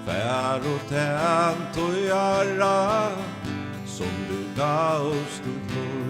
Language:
Faroese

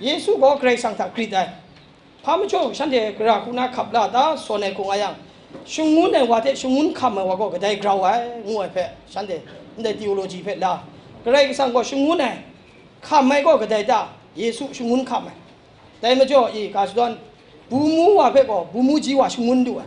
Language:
Kachin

